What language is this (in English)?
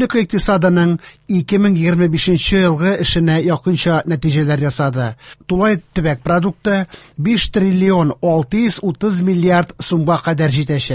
Tatar